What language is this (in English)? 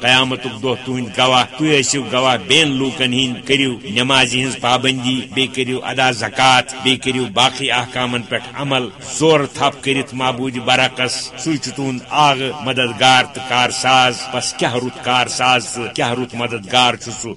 Kashmiri